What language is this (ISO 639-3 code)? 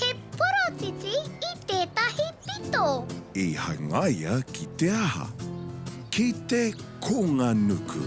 mri